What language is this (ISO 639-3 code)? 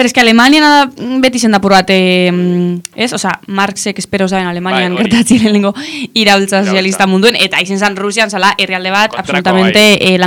eus